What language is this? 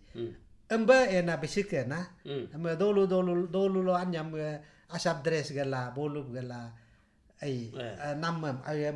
Galo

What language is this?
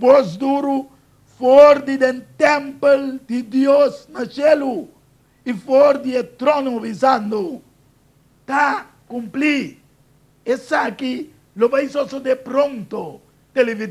Papiamento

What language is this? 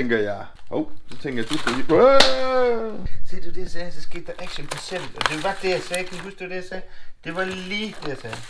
Danish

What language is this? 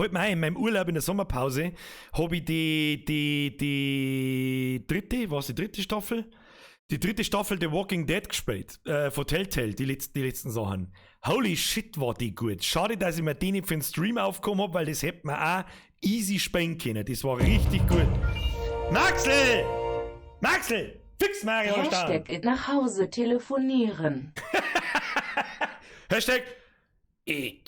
Bavarian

